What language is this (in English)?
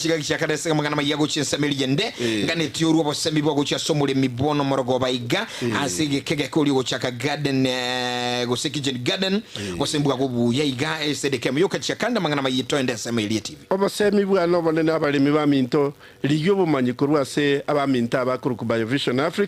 Gusii